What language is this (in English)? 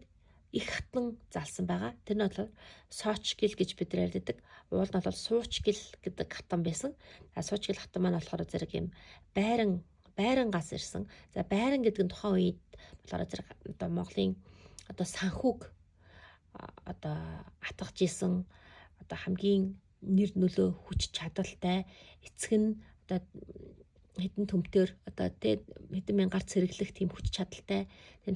Mongolian